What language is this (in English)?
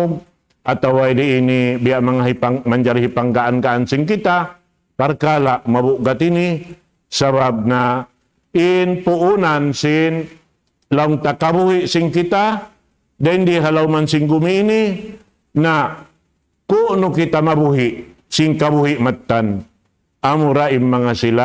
Tausug